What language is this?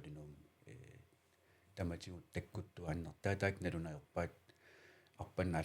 Kalaallisut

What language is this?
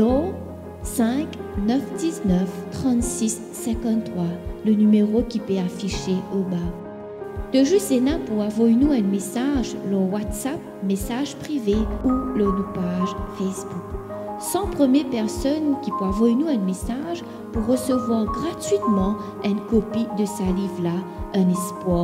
Morisyen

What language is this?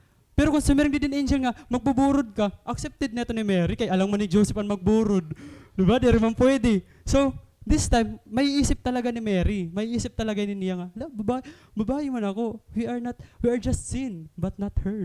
Waray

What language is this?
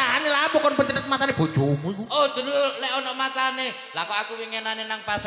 Javanese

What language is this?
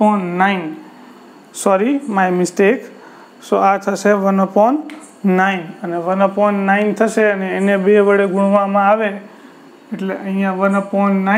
Gujarati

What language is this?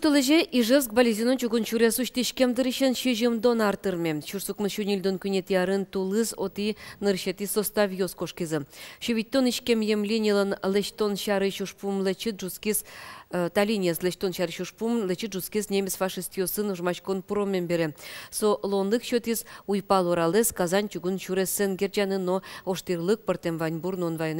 Udmurt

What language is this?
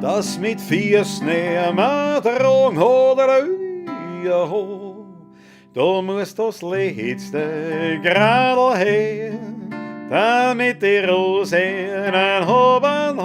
Bavarian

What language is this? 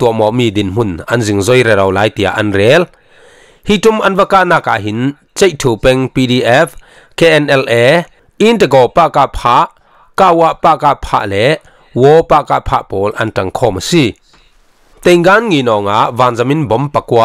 Falam Chin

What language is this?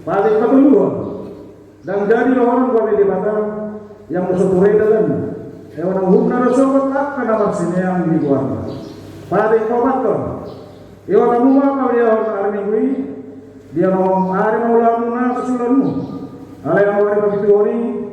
Batak Toba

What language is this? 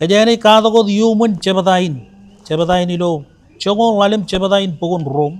Marshallese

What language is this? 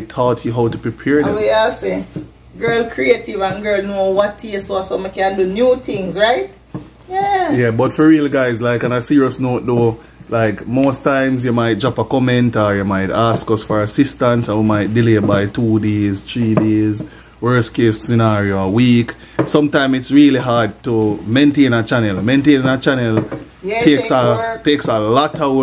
Jamaican Creole English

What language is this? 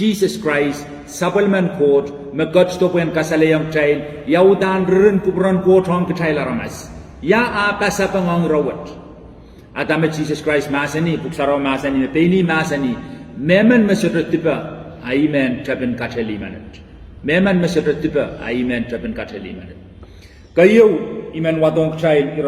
Pohnpeian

